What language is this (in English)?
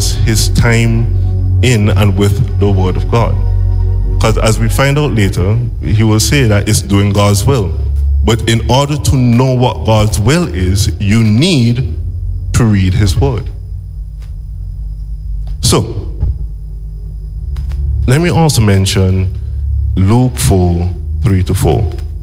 English